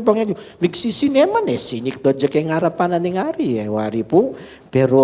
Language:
Pampanga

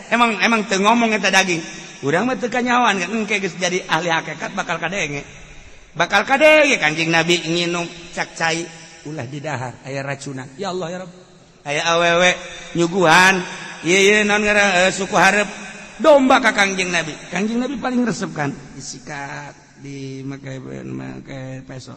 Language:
Sundanese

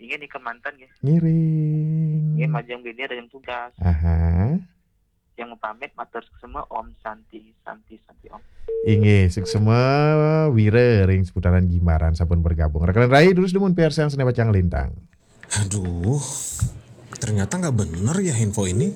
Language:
Balinese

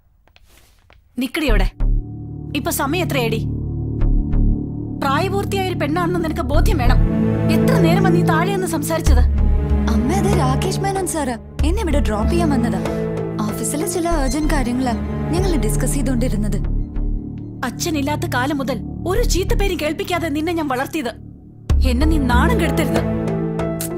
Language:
Malayalam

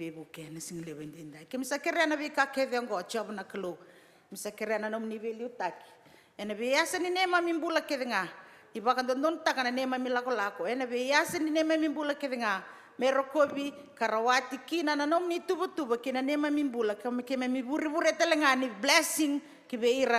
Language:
Fijian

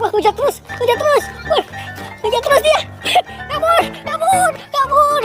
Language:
Betawi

